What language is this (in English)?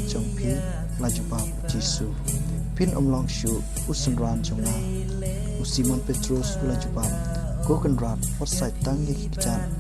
Khasi